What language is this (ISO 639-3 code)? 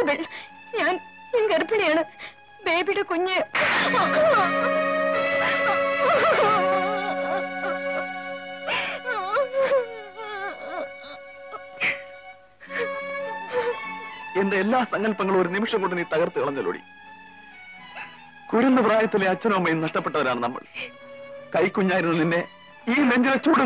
mal